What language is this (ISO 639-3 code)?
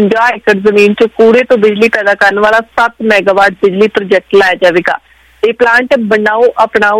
pan